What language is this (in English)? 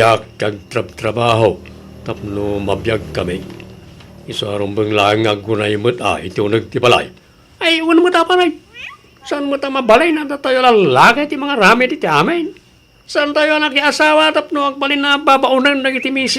Iloko